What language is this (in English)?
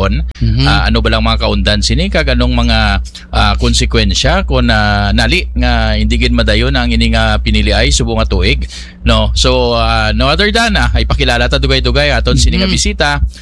Hiligaynon